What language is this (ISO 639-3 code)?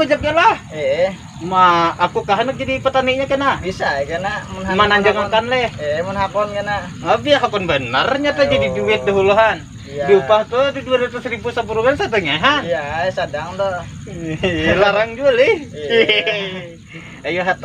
bjn